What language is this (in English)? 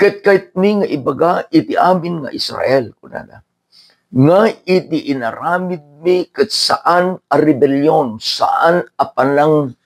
Iloko